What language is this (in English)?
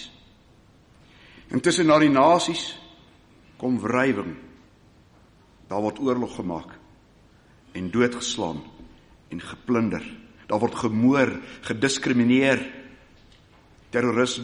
Afrikaans